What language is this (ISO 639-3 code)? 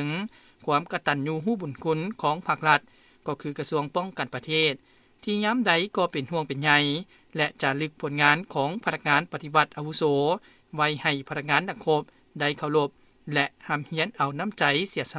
lao